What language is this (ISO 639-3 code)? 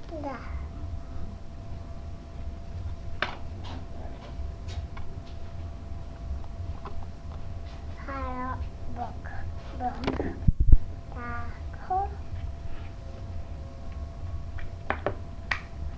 hrv